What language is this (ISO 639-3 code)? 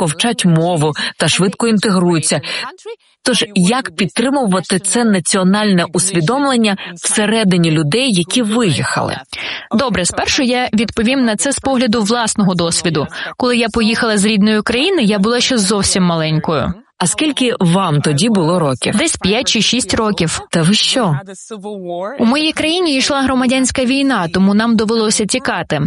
ukr